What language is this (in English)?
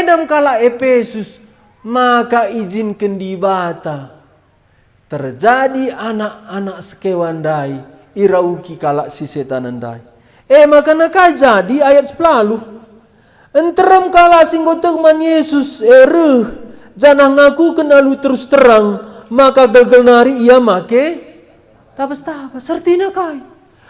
Batak Karo